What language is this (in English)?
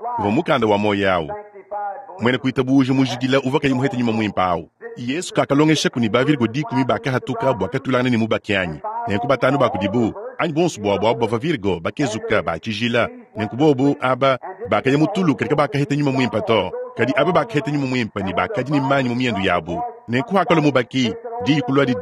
Luba-Lulua